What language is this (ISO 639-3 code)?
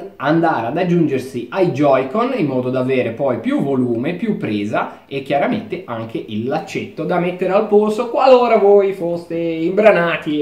ita